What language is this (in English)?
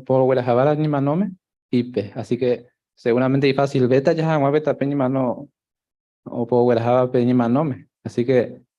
Guarani